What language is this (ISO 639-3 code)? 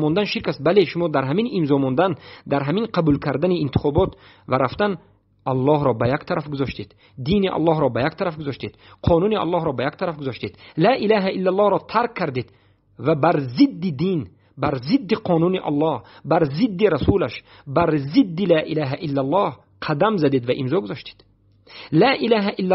fas